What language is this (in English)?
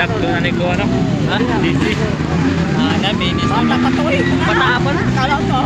Cebuano